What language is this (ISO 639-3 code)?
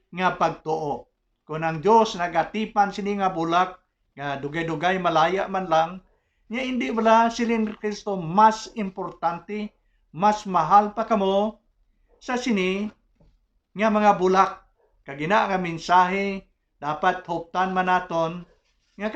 hil